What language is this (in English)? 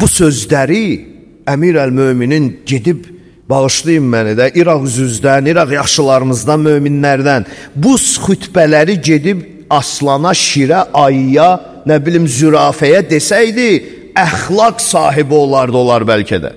Azerbaijani